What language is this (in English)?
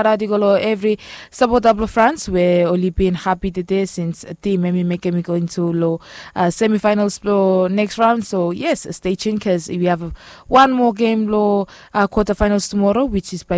Bislama